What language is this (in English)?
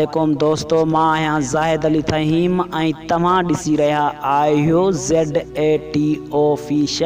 Sindhi